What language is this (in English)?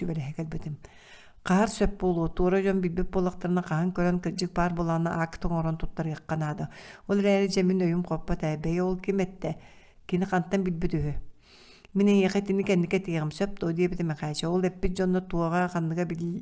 Yakut